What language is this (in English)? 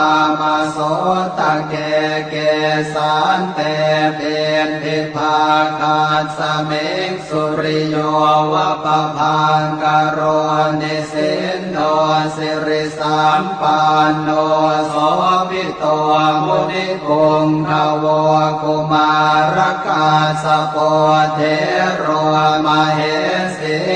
Pali